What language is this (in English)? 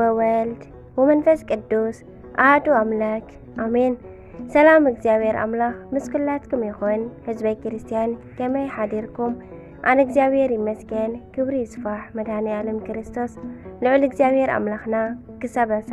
Tigrinya